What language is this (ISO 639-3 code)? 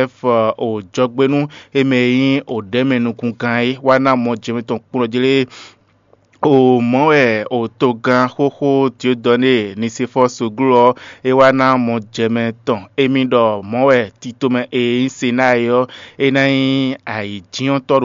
fon